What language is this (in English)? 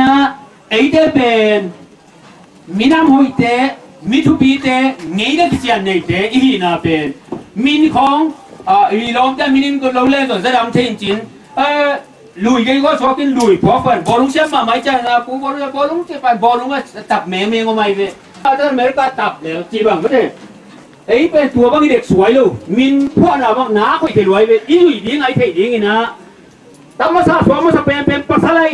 Tedim Chin